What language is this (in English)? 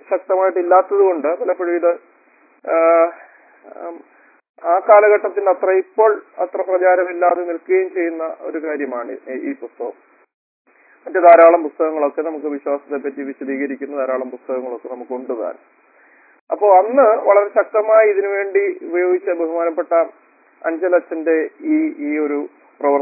Malayalam